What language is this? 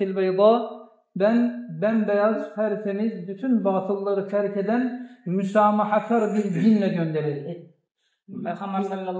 Kumyk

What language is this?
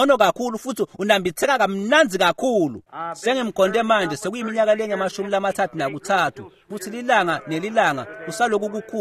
Swati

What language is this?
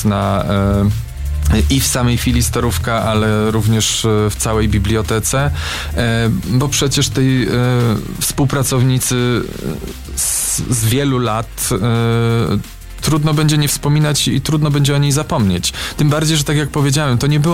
Polish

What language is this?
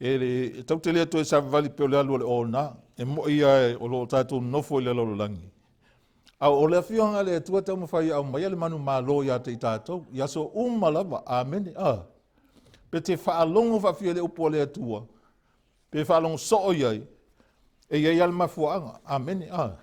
Samoan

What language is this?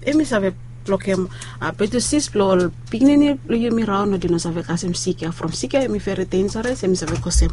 Bislama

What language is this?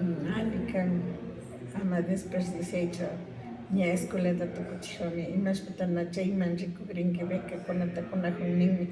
Imbabura Highland Quichua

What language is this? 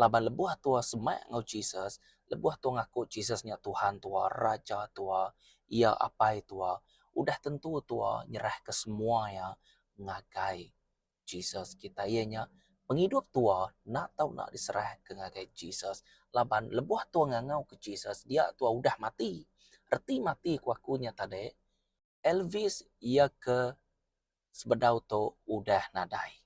Iban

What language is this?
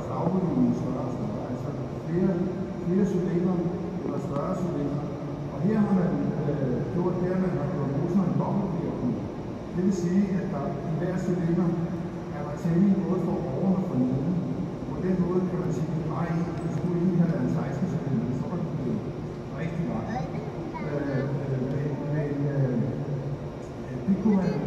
Danish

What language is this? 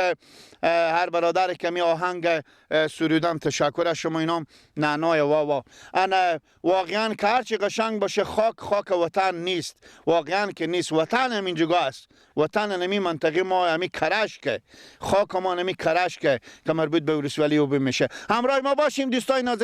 Persian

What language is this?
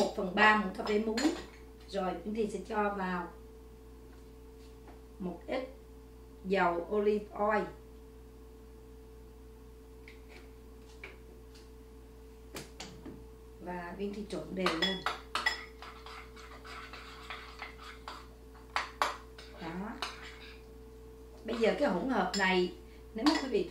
Vietnamese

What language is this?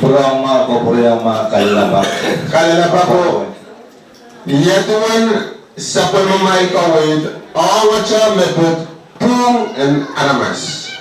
Pohnpeian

